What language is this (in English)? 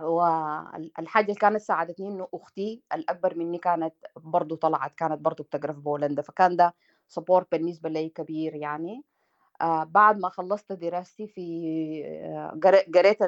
Sudanese Arabic